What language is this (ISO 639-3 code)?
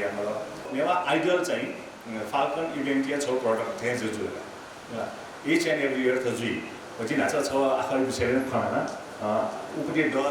new